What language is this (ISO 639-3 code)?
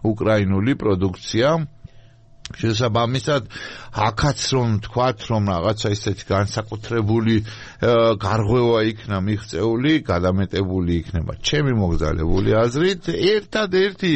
kat